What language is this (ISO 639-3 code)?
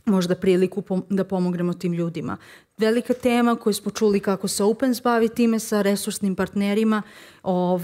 srp